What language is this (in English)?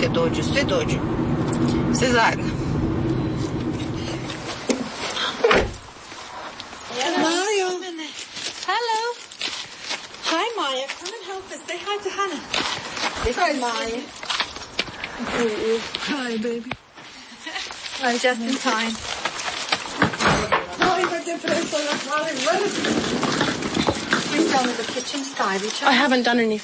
Croatian